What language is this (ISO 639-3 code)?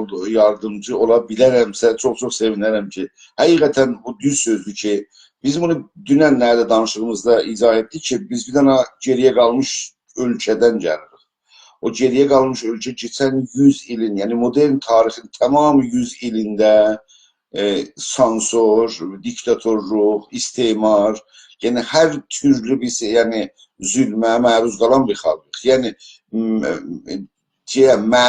azb